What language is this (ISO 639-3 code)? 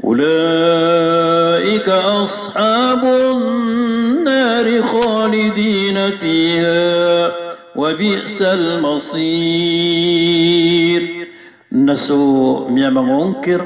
mrw